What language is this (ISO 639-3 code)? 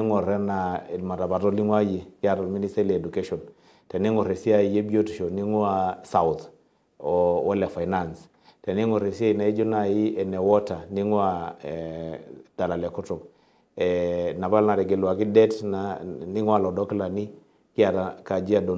mas